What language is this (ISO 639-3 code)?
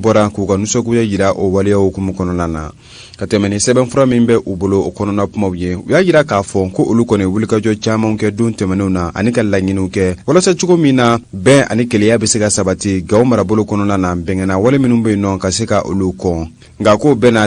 bam